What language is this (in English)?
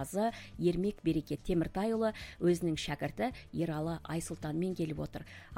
Kazakh